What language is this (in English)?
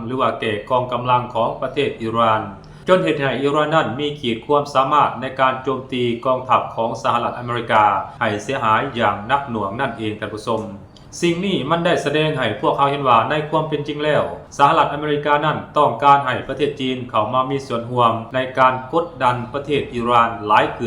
Lao